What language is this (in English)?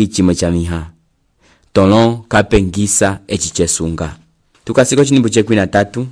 Umbundu